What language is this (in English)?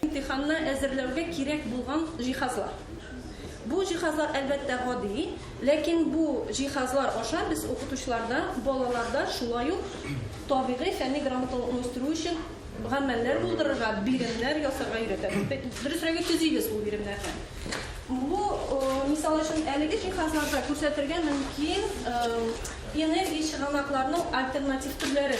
Tatar